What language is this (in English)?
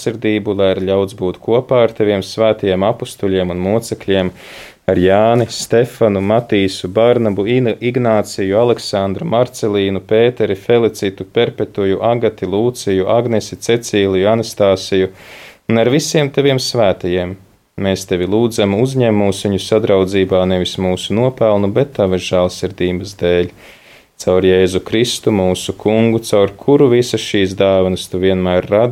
Latvian